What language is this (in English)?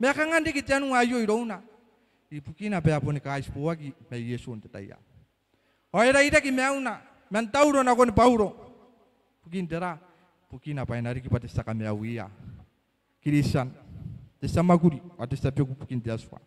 Gilbertese